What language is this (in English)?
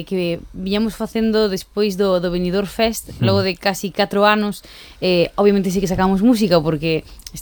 Galician